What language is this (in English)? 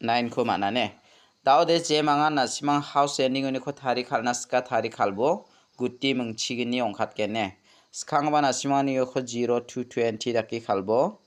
Garo